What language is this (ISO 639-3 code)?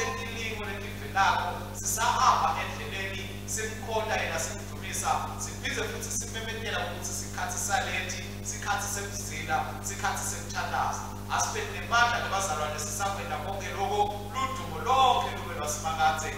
ssw